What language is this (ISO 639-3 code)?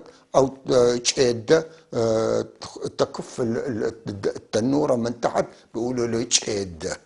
apc